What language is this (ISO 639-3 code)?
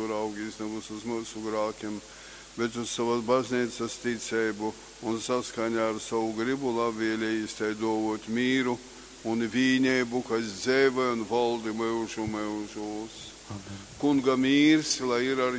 ltg